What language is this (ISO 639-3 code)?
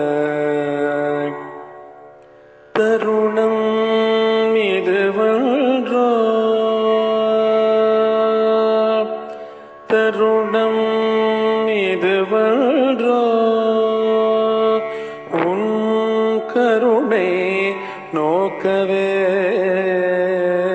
tam